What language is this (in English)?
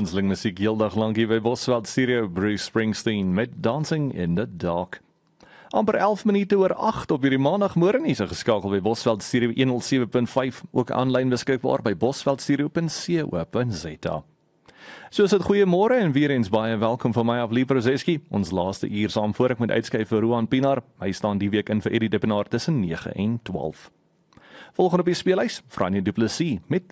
Afrikaans